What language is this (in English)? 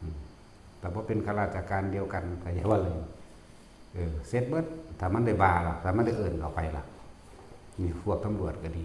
Northeastern Thai